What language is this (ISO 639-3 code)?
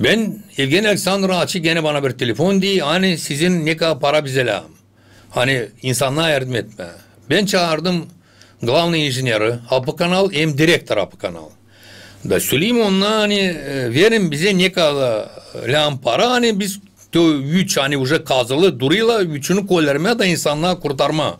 gag